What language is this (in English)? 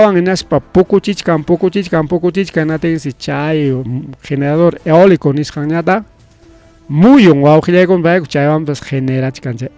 Ayacucho Quechua